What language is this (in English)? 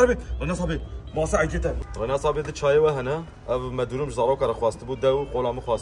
Kurdish